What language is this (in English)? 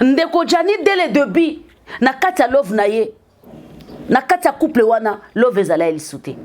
Lingala